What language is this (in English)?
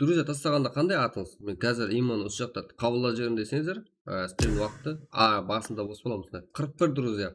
Kara-Kalpak